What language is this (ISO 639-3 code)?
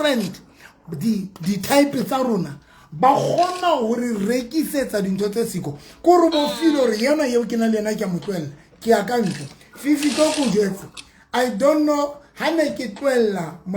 sot